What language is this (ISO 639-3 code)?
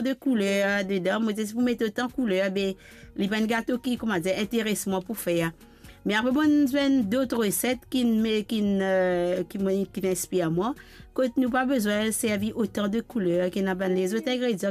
mfe